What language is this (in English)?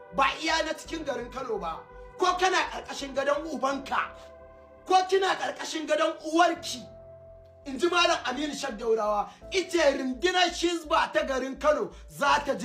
Hausa